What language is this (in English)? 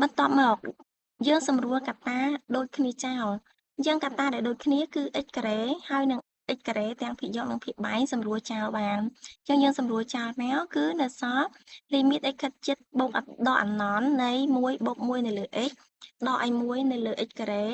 Khmer